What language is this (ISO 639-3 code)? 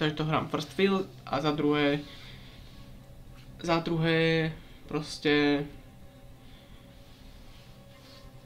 slk